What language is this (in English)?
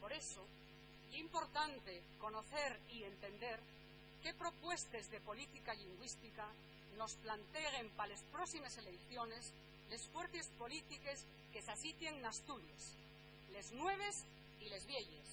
Asturian